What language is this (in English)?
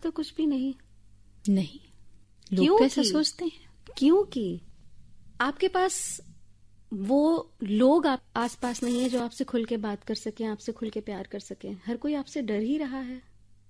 Hindi